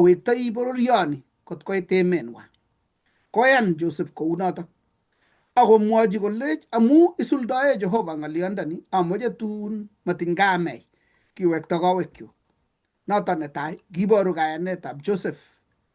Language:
Kalenjin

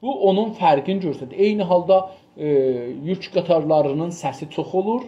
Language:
South Azerbaijani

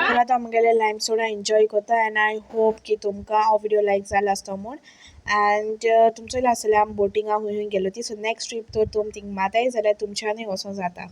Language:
Konkani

